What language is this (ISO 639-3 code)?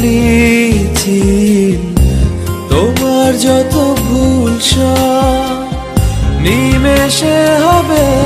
ben